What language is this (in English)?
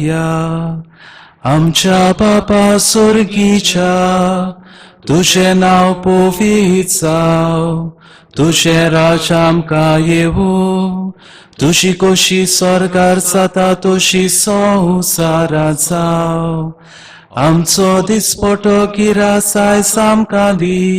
Konkani